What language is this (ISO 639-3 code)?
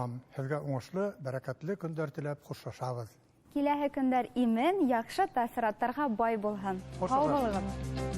bak